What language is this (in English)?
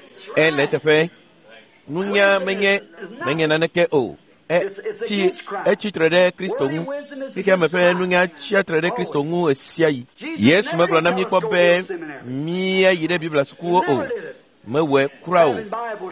Ewe